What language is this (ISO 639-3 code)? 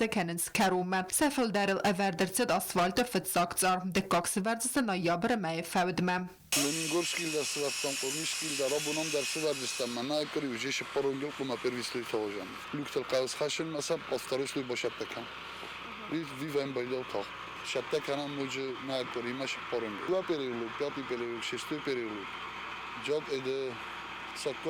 oss